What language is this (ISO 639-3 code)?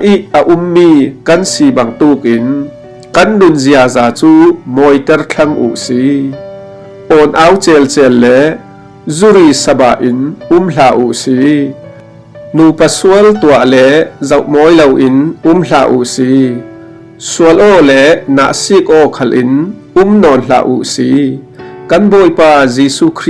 cfm